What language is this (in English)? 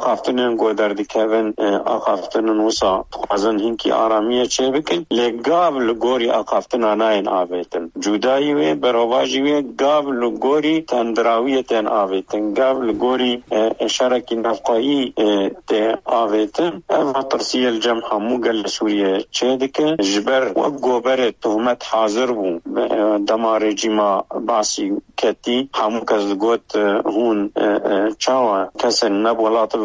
Kurdish